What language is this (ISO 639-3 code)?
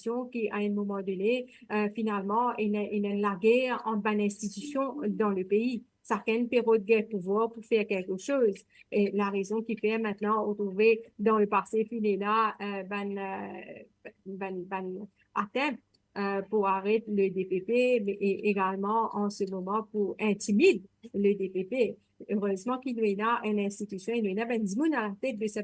mfe